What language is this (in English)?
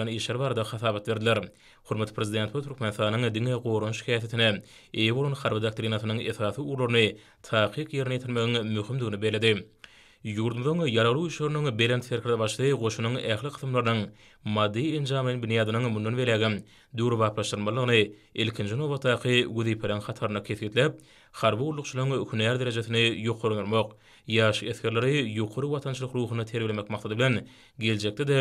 Turkmen